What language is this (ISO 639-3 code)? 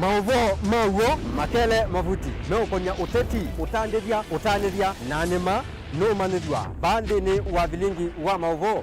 kam